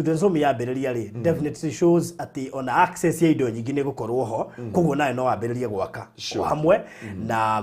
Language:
Kikuyu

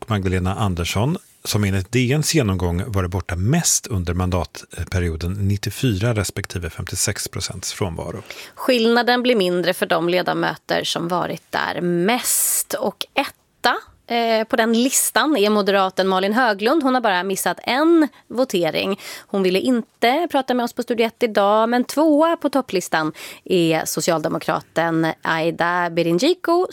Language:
Swedish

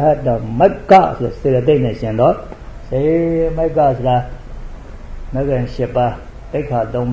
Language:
Burmese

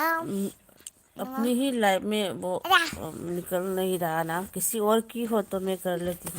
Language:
Manipuri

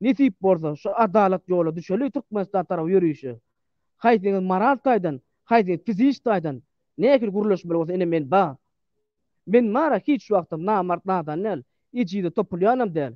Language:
Turkmen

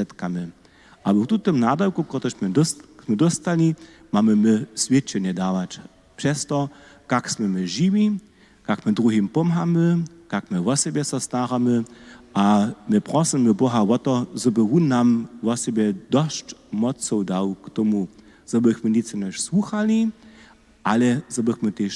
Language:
Upper Sorbian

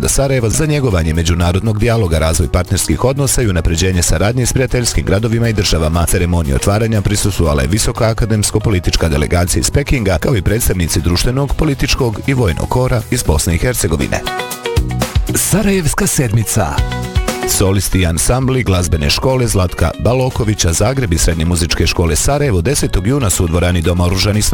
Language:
Bosnian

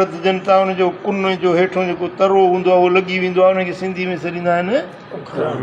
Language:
Sindhi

